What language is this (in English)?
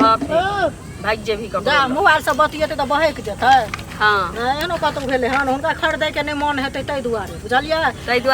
Maithili